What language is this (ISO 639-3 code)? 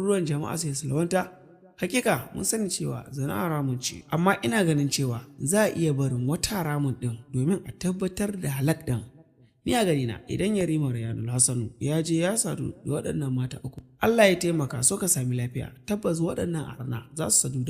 hau